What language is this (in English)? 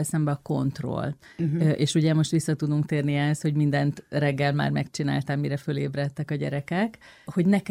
Hungarian